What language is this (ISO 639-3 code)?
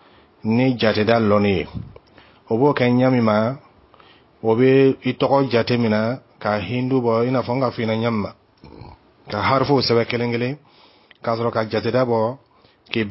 dyu